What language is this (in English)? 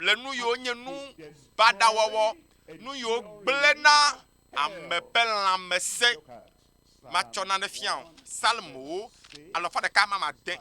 Ewe